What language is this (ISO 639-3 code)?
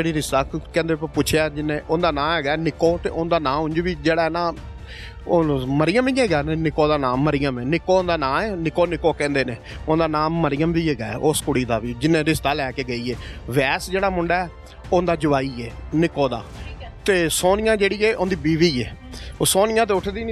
pan